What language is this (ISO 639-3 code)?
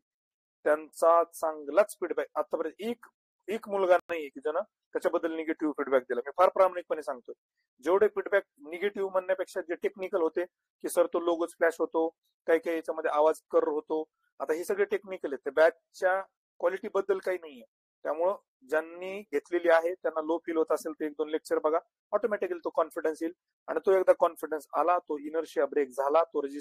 mar